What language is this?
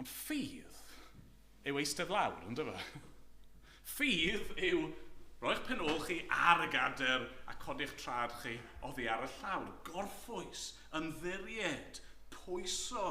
Welsh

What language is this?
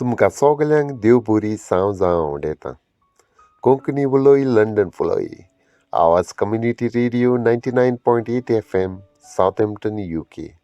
Konkani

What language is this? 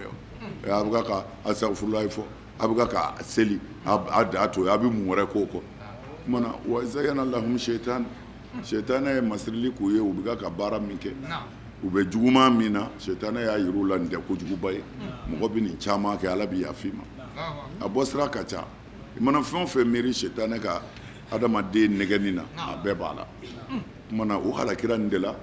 Bambara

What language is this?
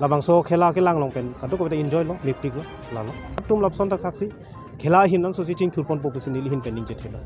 Karbi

